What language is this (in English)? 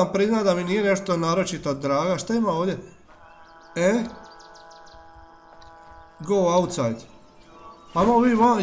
Croatian